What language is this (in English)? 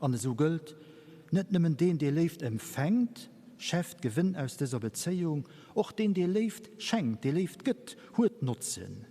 Luxembourgish